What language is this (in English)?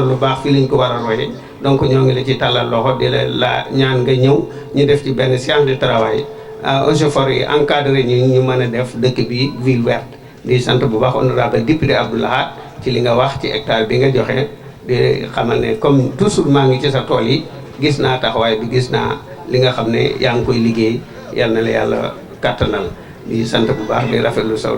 Wolof